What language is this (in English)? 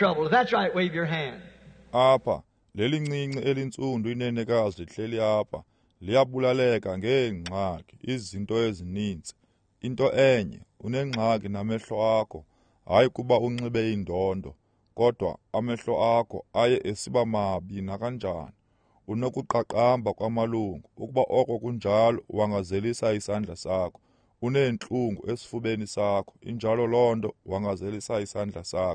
Xhosa